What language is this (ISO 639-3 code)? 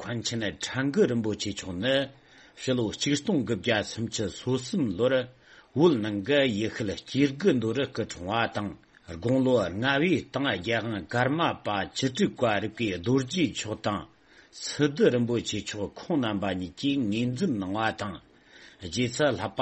bod